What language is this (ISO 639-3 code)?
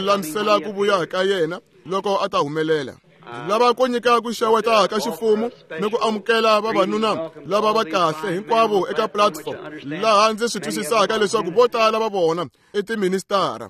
tso